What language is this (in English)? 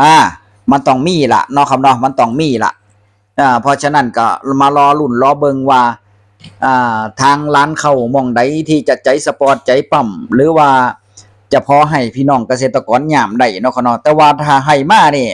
Northeastern Thai